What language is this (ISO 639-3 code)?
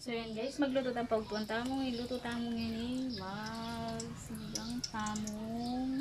pam